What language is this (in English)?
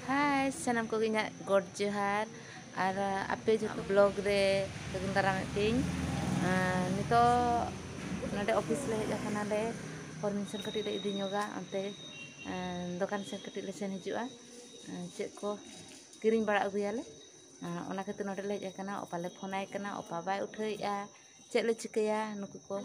Santali